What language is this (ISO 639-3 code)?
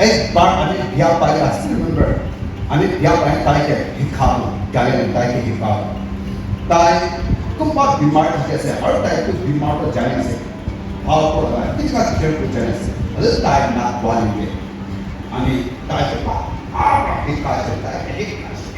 nri